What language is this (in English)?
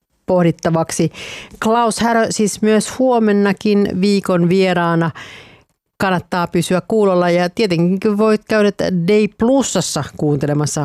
Finnish